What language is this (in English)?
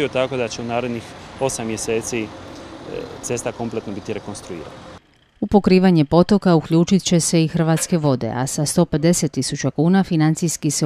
Croatian